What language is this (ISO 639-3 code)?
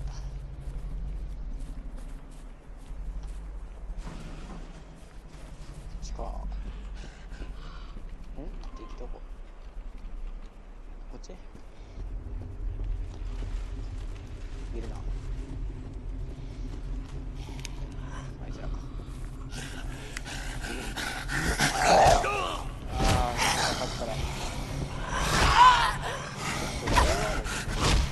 jpn